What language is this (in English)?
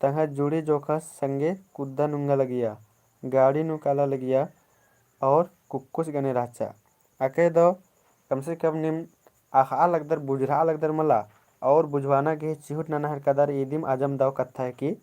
Kurukh